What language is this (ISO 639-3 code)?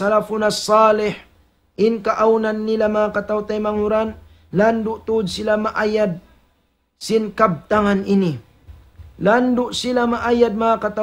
tsg